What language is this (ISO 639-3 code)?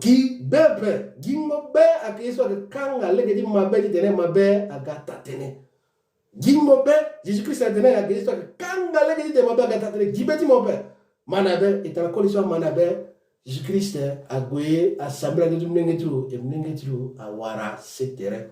sag